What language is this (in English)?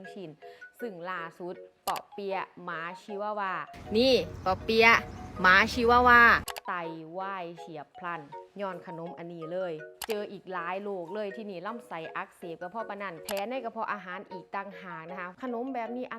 Lao